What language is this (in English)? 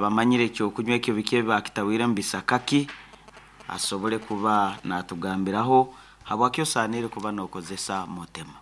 Nyankole